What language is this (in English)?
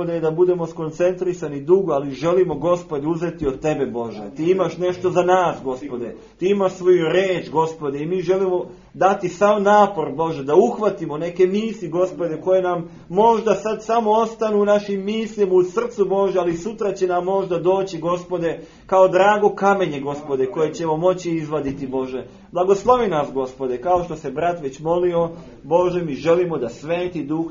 Serbian